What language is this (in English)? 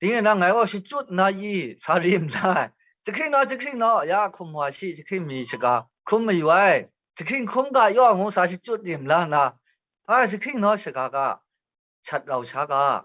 Kachin